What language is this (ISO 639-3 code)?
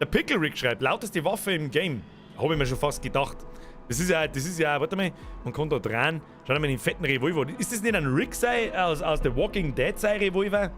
bar